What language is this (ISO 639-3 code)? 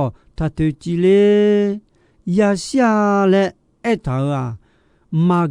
ahk